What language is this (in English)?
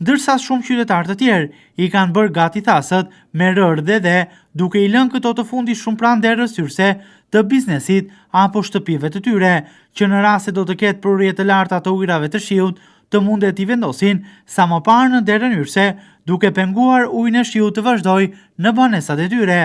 Albanian